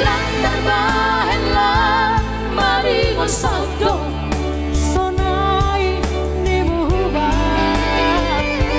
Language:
Batak Simalungun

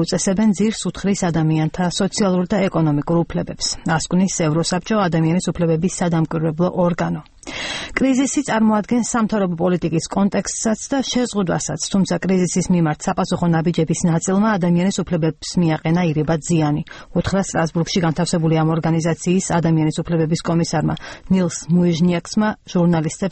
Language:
Georgian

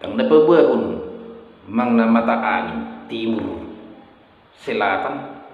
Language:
Batak Toba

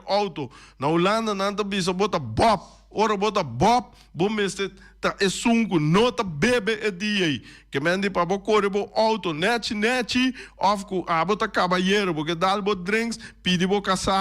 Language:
Papiamento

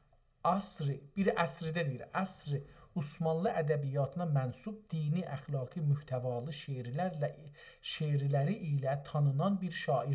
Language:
South Azerbaijani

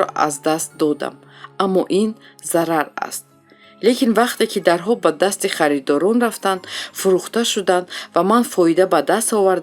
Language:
Tajik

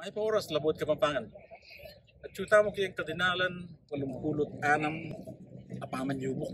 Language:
Pampanga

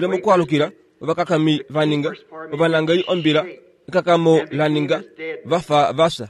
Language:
Kuanyama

